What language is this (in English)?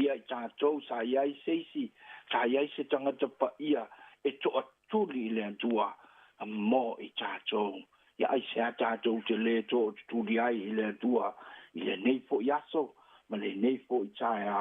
Samoan